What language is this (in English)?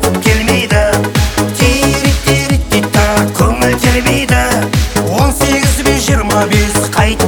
Kazakh